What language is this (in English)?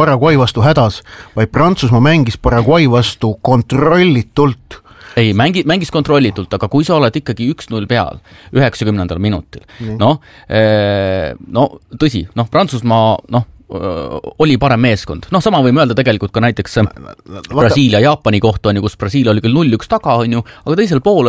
Estonian